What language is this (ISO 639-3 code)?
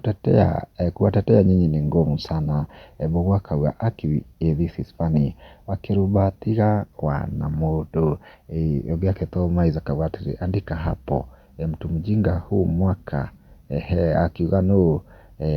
kik